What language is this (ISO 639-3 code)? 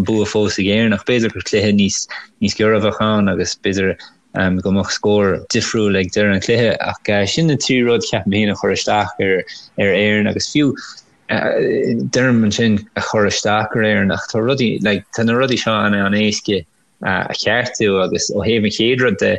gle